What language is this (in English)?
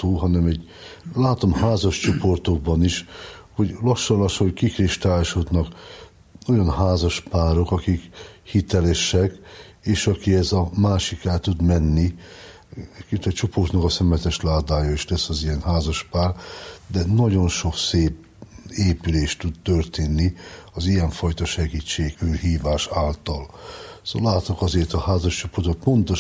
Hungarian